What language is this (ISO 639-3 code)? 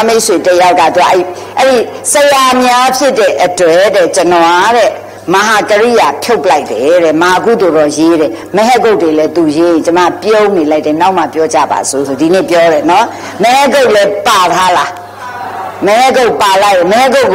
mya